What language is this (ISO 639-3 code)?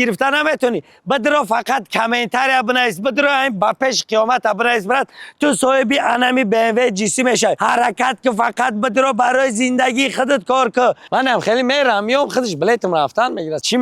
tgk